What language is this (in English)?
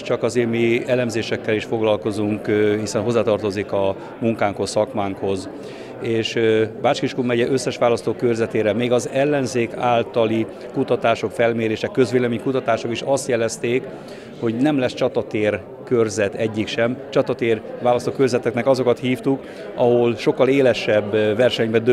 Hungarian